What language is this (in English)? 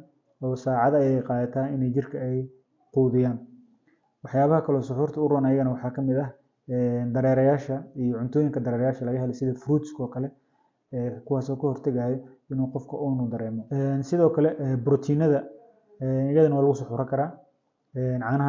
Somali